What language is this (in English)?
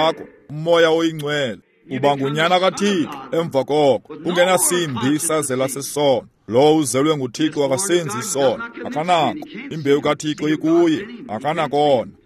Xhosa